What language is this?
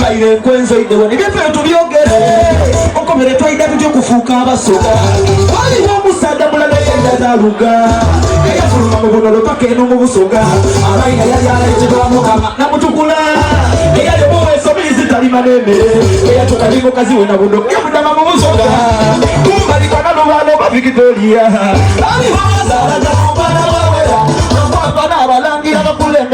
Soga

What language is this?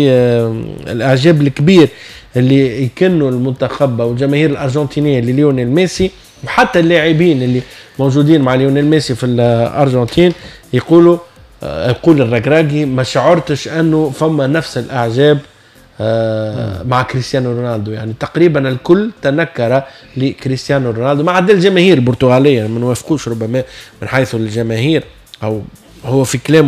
Tunisian Arabic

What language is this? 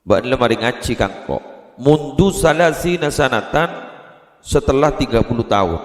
Madurese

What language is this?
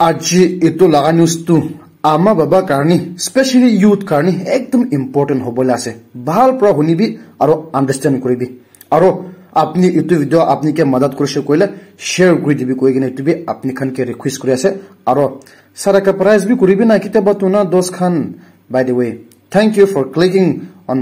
Naga Pidgin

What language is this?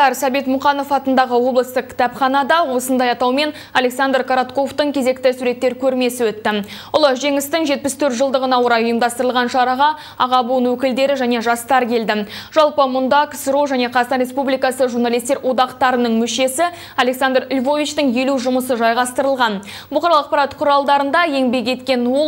Kazakh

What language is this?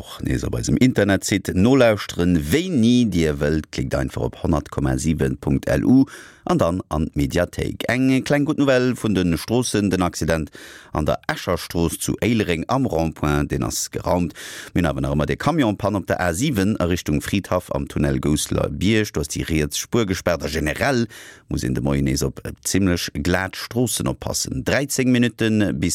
Luxembourgish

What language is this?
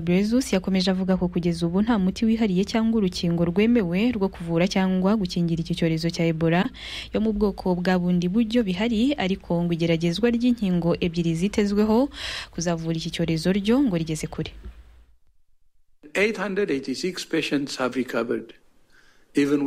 Kinyarwanda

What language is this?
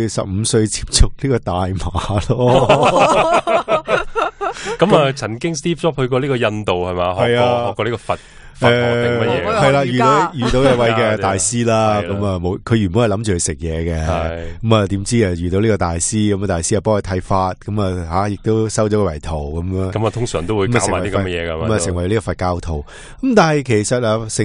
Cantonese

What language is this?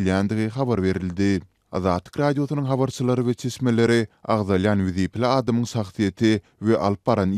Turkmen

